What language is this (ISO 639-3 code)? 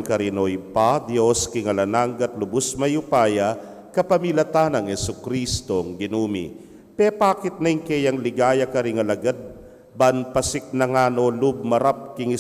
pam